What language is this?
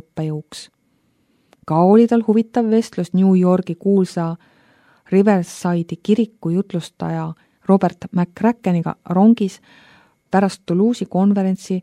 Estonian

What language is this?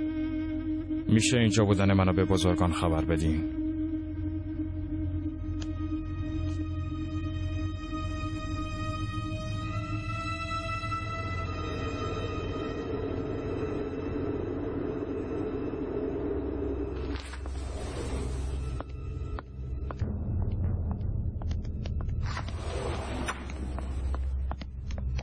Persian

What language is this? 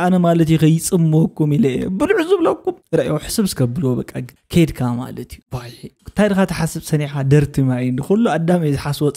Tigrinya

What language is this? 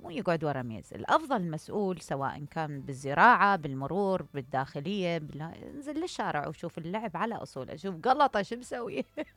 Mesopotamian Arabic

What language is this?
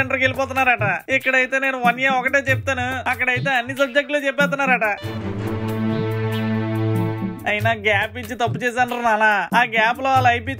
Telugu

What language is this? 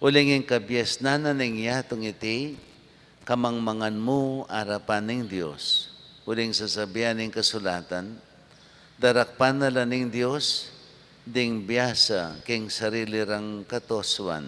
Pampanga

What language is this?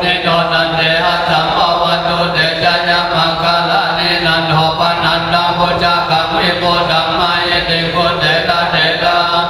Pali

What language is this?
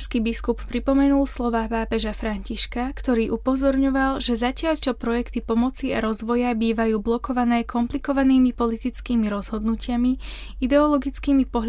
Slovak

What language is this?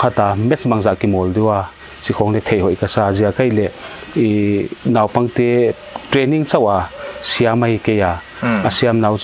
Paite Chin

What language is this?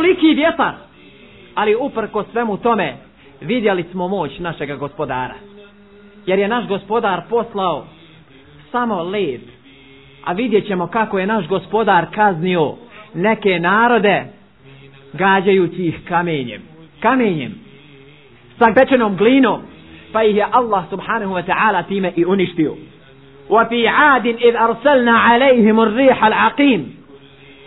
Bosnian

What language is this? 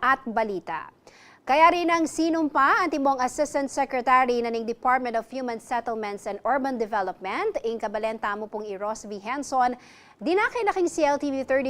Pampanga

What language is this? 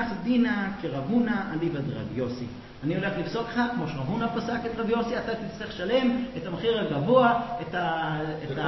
Hebrew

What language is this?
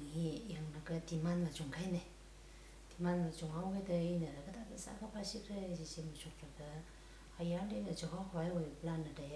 Tangkhul Naga (India)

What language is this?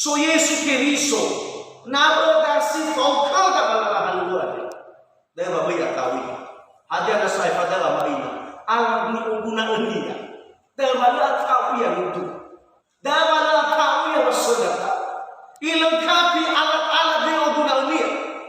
Nias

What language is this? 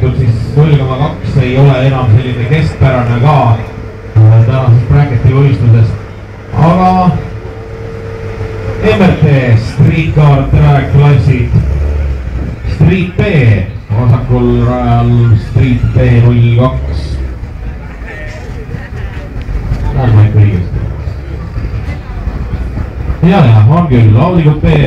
Estonian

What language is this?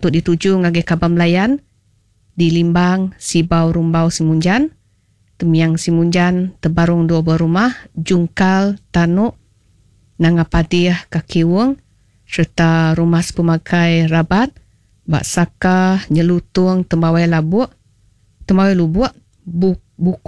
Iban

